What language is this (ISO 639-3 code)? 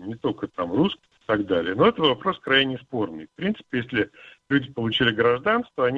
rus